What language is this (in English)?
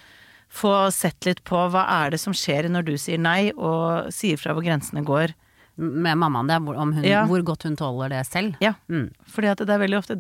Norwegian